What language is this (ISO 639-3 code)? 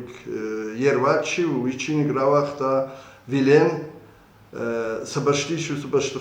oss